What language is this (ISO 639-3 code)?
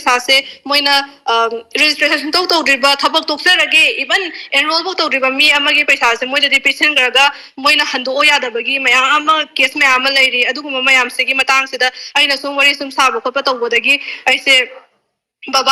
mni